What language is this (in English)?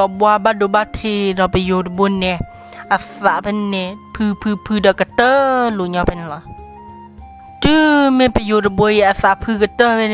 S'gaw Karen